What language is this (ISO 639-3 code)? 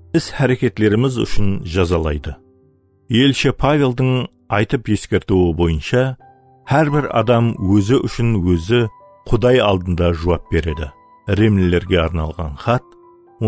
kaa